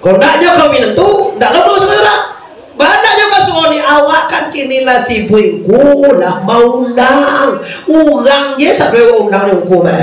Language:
Minangkabau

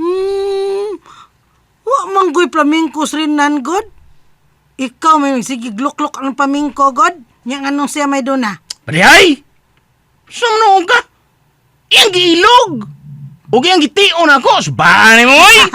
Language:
Cebuano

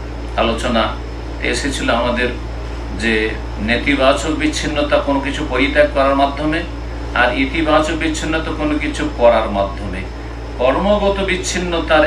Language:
Bangla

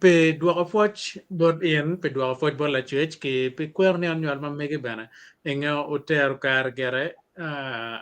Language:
Acoli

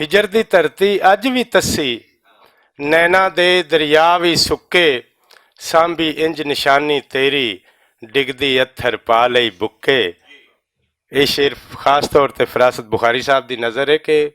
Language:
Western Panjabi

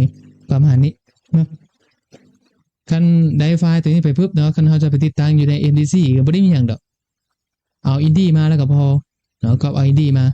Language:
Lao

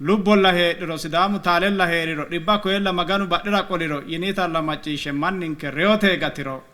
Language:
Sidamo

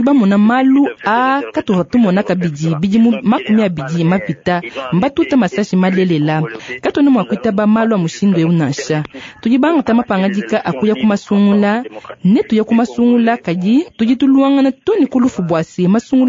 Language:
Luba-Lulua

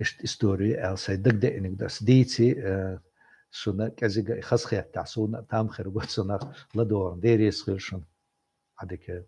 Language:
Chechen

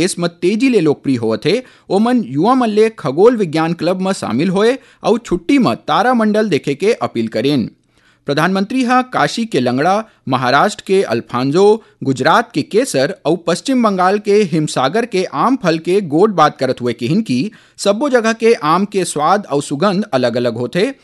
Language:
Chhattisgarhi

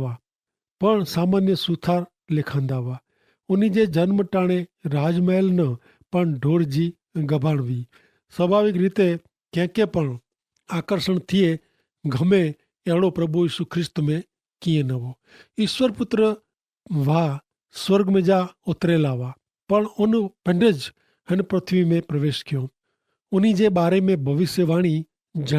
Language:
Kachhi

